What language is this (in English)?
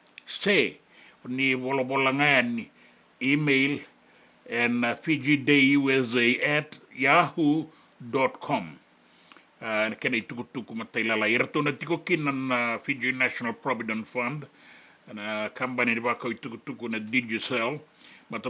Fijian